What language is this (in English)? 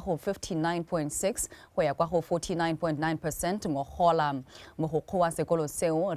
Tswana